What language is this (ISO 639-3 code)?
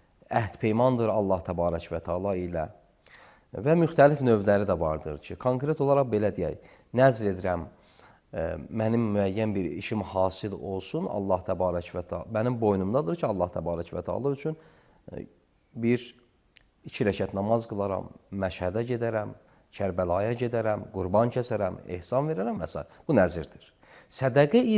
aze